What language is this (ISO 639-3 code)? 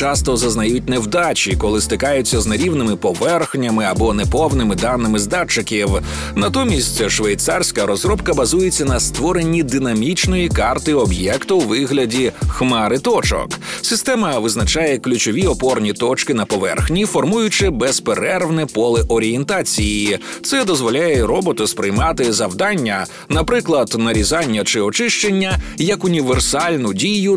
ukr